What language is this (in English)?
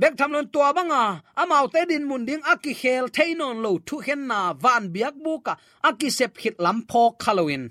Tedim Chin